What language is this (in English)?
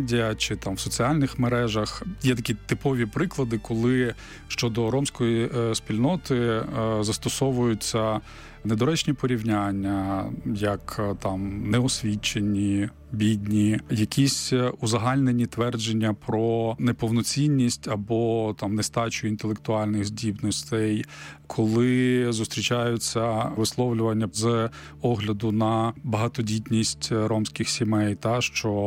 Ukrainian